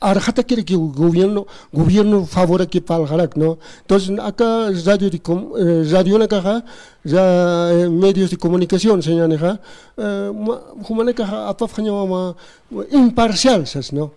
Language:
Aymara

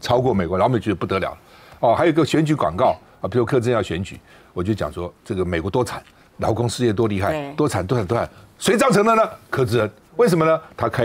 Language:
Chinese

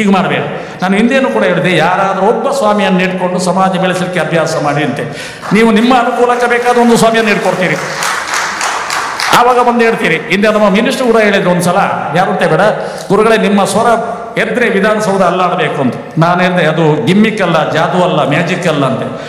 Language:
Kannada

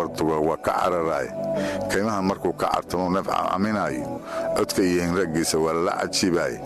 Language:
Somali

